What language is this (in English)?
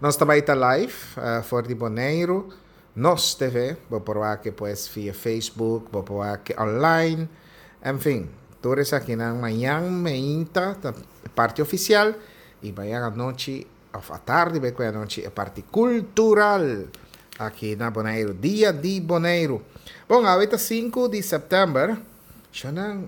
Papiamento